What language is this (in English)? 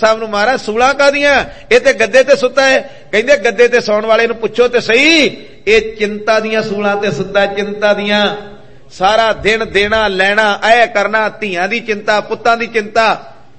Punjabi